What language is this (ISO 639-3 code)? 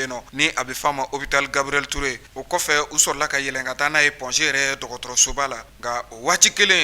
bam